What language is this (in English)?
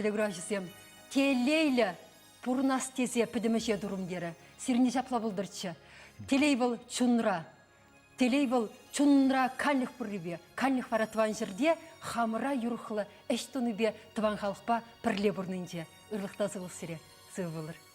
Chuvash